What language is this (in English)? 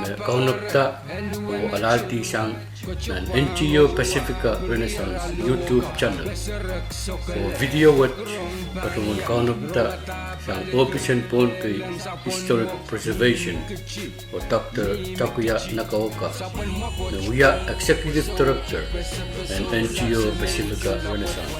Pohnpeian